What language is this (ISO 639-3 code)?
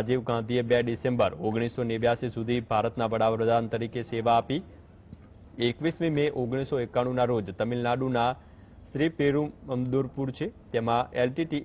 guj